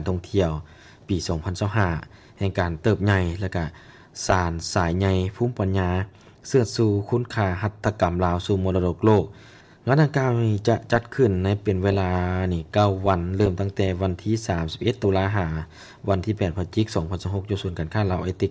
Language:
Lao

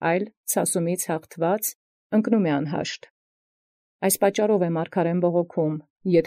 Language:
Armenian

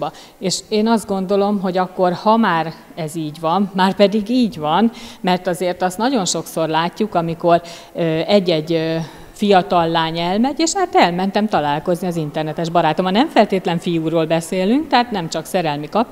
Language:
Hungarian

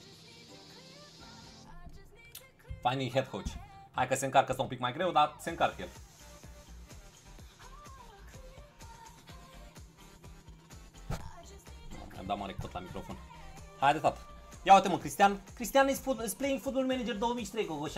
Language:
Romanian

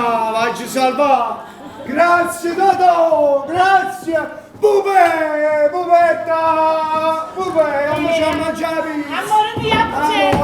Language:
Neapolitan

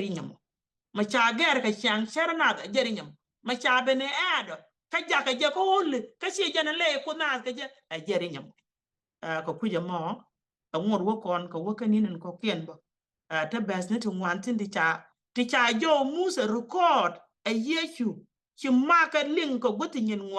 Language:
Nuer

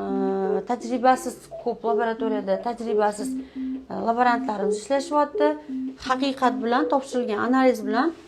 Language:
Uzbek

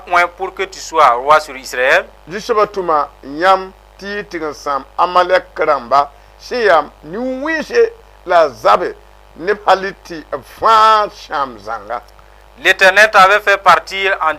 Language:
Mossi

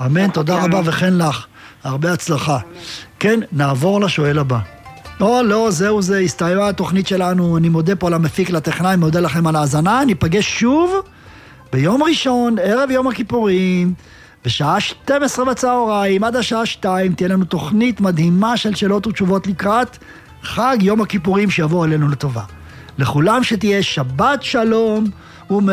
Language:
Hebrew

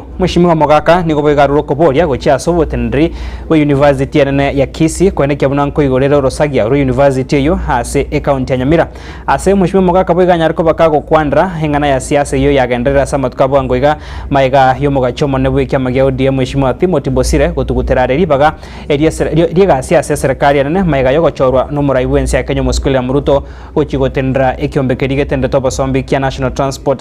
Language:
Gusii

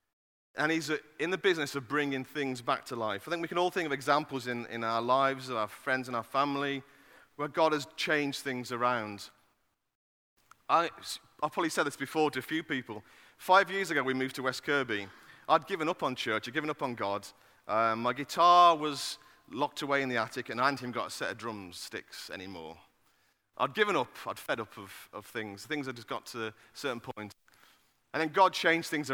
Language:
English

